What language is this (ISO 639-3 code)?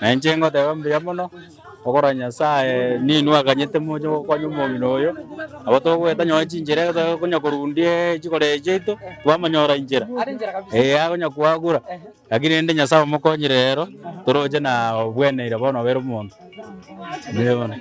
guz